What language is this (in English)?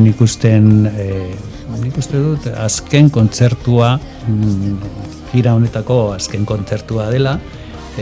Basque